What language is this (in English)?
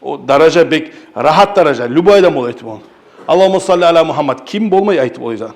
Kumyk